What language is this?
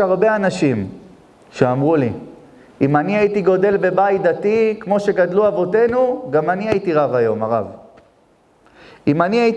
Hebrew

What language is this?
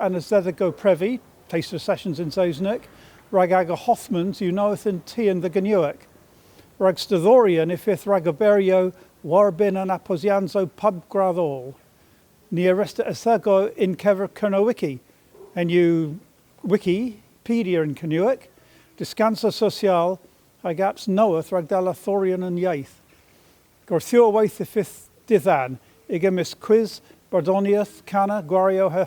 Cornish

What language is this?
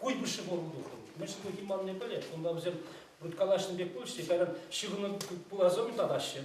Chuvash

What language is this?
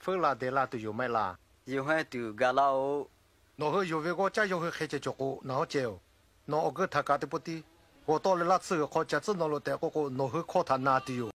Lahu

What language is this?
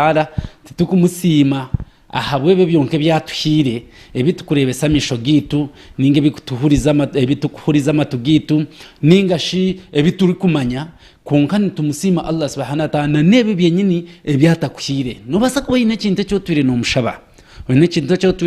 Nyankole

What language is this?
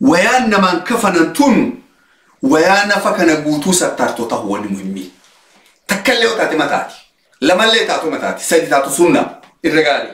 Oromo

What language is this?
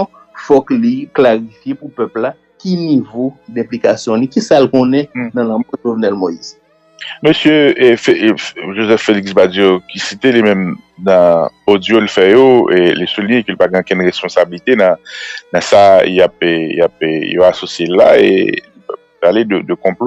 Haitian Creole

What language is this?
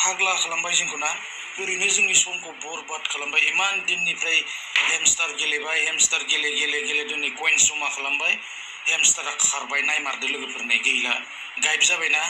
Bodo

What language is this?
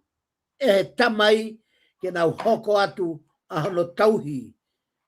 Tongan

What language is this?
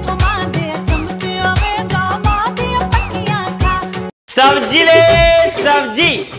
Dogri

